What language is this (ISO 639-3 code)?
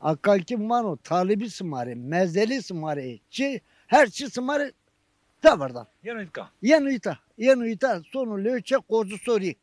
zza